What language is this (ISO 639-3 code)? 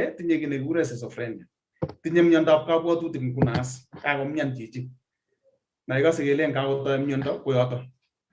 kln